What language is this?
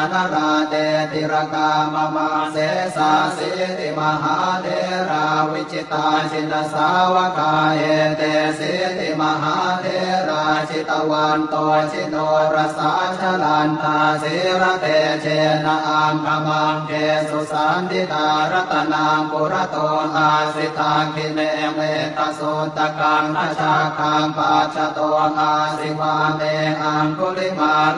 Pali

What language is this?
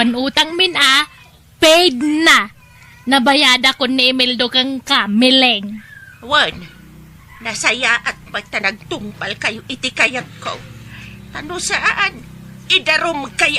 Iloko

